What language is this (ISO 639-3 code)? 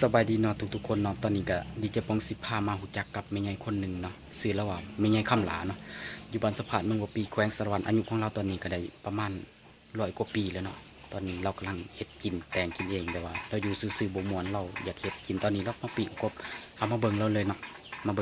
lao